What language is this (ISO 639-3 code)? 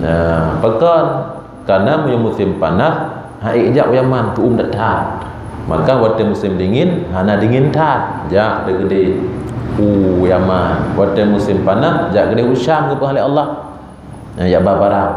ace